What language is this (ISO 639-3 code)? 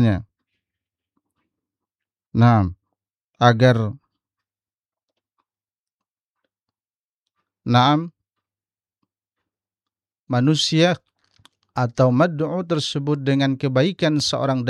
ind